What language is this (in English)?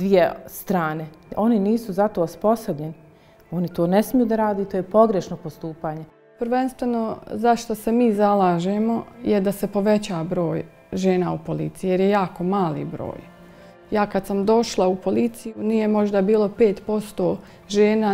Bosnian